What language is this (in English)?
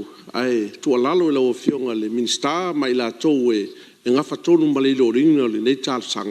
Samoan